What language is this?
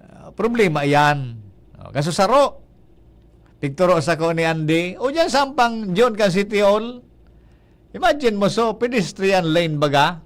Bikol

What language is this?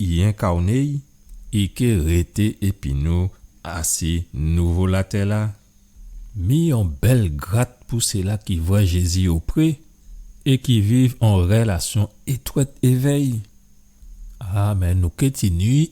Guadeloupean Creole French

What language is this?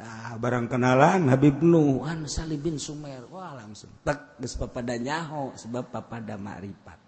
Sundanese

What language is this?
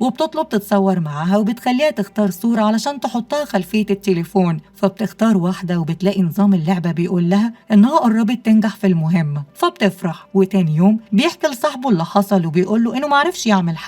Egyptian Arabic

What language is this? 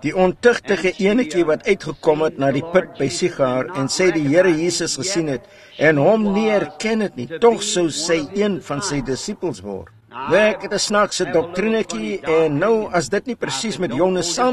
Afrikaans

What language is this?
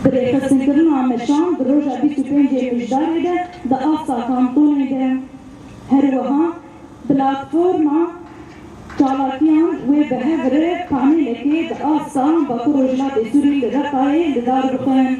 Kurdish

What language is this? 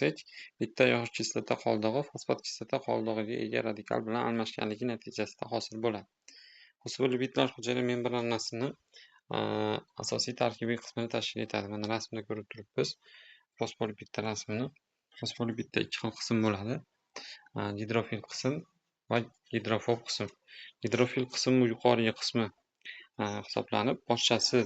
Uzbek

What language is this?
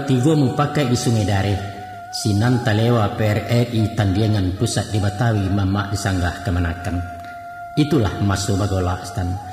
Minangkabau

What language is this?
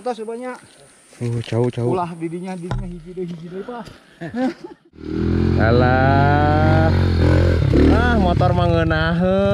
Sundanese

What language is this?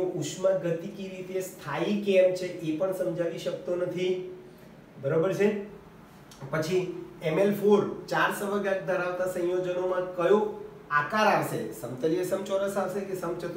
Gujarati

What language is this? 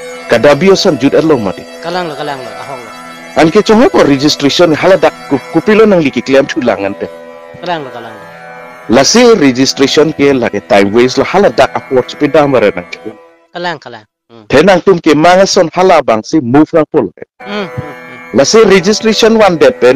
Karbi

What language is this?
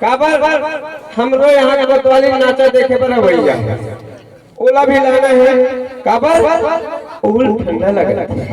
Chhattisgarhi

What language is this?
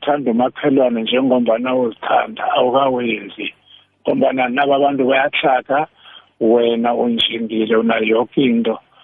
South Ndebele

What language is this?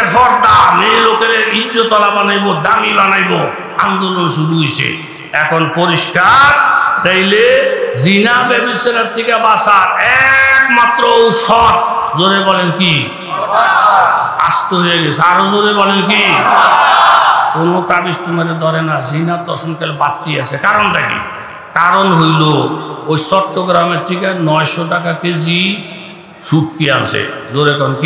Bangla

